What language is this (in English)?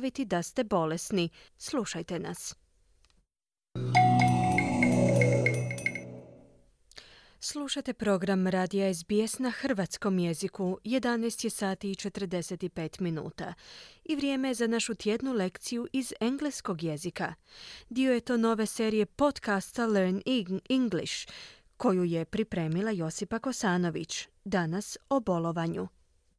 Croatian